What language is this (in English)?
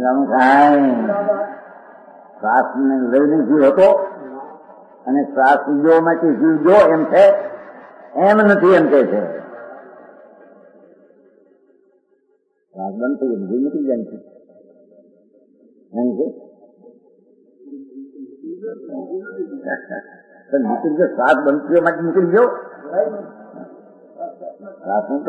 Gujarati